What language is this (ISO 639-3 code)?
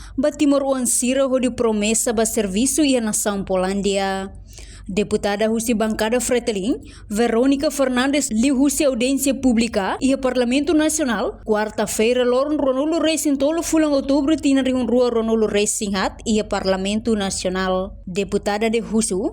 tet